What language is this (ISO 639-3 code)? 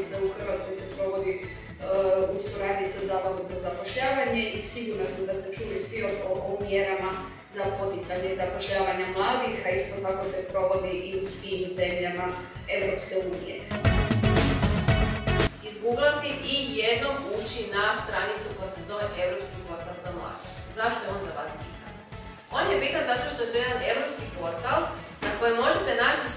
hrv